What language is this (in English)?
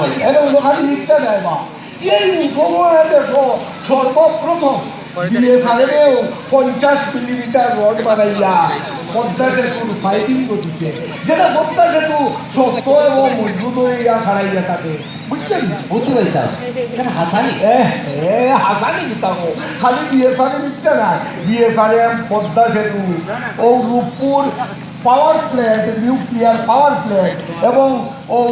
Sylheti